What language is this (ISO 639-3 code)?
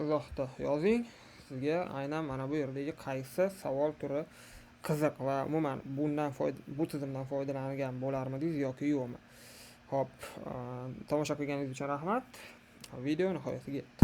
uzb